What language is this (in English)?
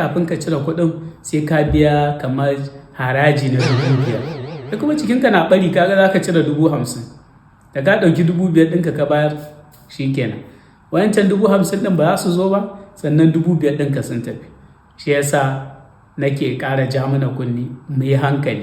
Hausa